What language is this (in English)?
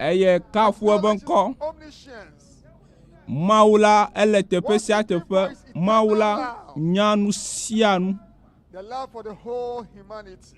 Ewe